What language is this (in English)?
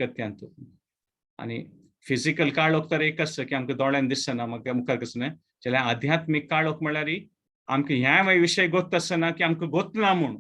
Konkani